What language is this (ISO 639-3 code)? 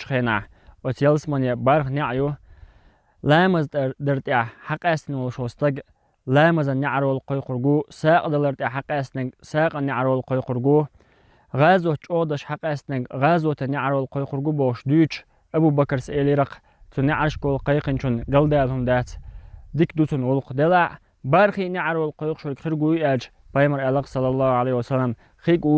che